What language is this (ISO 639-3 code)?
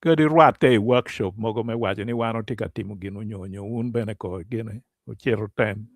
ach